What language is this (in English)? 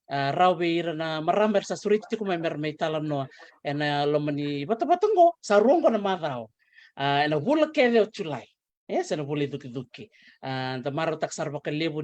Fijian